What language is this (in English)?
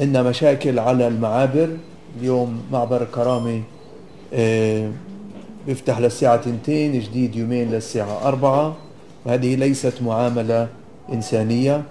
North Levantine Arabic